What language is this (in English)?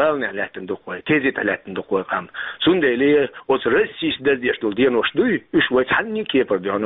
Chechen